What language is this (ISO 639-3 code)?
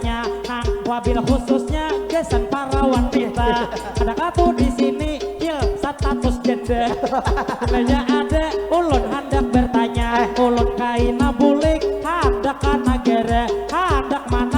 bjn